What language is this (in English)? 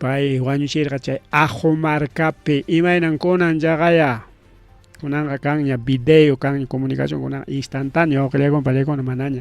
Ayacucho Quechua